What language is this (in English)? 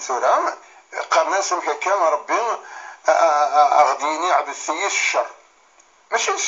Kabyle